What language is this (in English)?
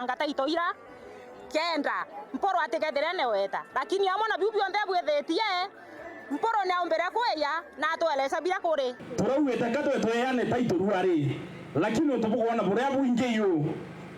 Meru